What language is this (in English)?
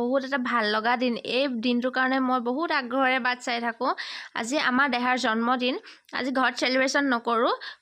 Assamese